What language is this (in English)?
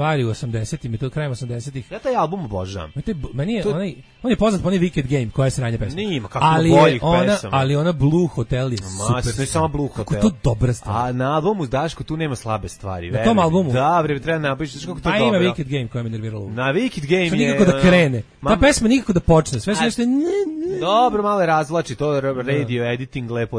Serbian